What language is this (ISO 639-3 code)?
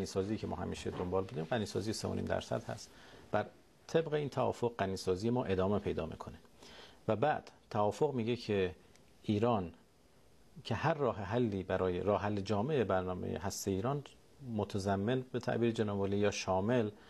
fas